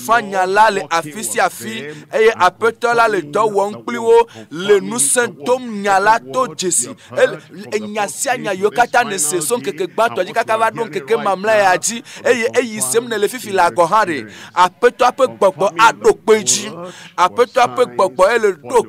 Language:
Ewe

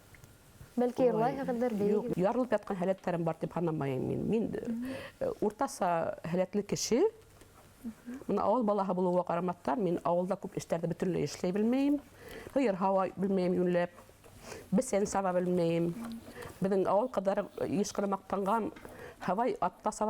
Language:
Bashkir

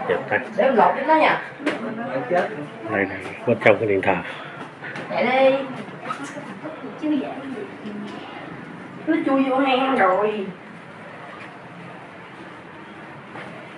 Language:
Vietnamese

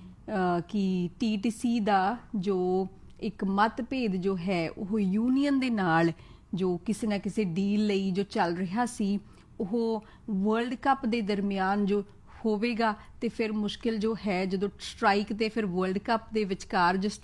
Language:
Punjabi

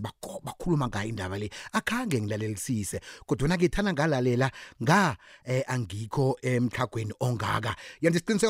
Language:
South Ndebele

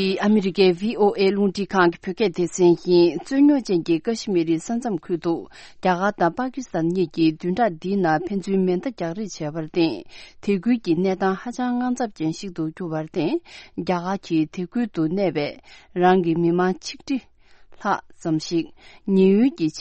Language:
Tibetan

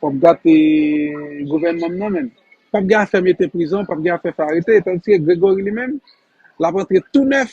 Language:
Haitian Creole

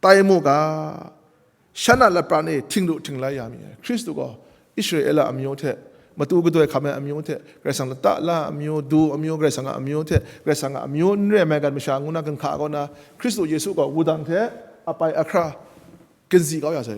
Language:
Kachin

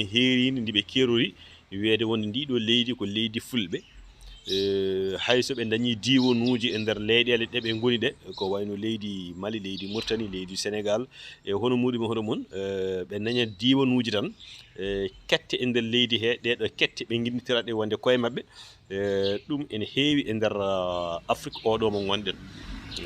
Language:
Fula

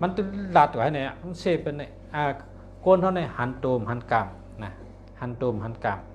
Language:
Shan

